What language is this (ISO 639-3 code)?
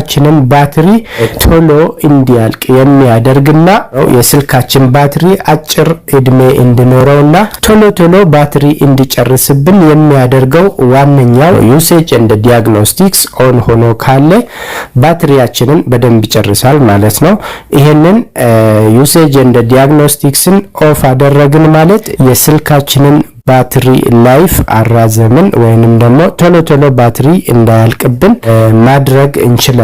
amh